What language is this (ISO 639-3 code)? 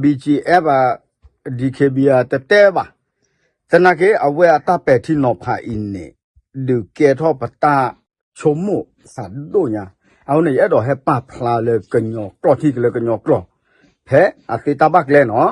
ksw